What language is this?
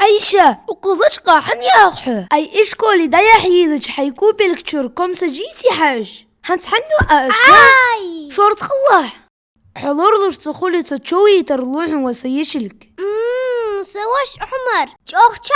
Ingush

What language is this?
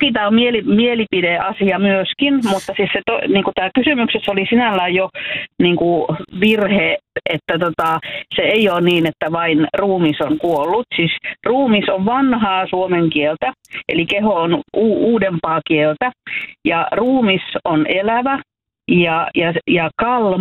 Finnish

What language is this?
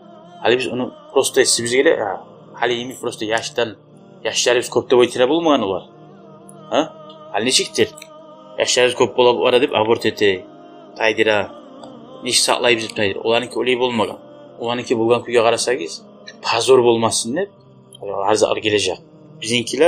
Kumyk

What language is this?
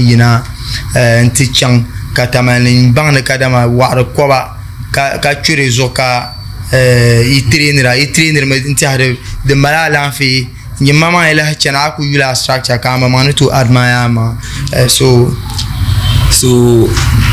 Dagbani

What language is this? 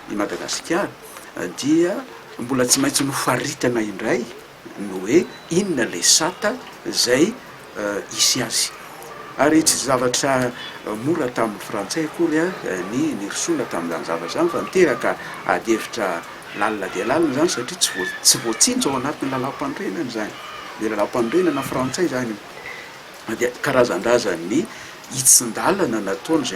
Malagasy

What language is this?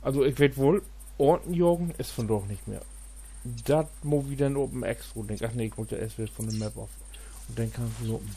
Low German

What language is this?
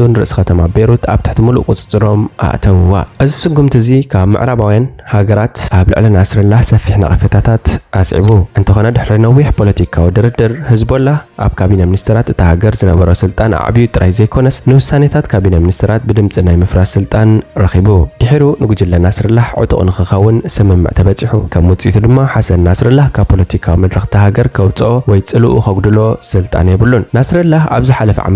Tigrinya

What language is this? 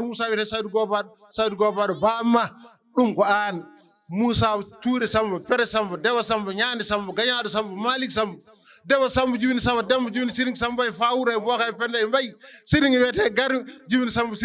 Fula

